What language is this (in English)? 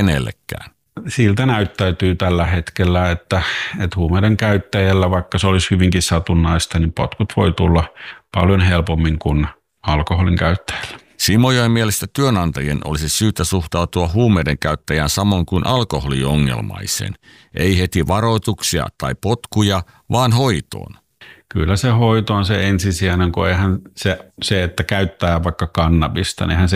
Finnish